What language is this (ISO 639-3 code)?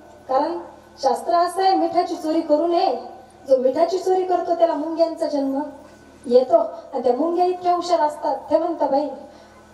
mar